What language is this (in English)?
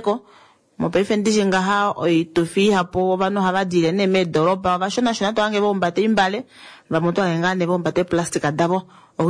Kuanyama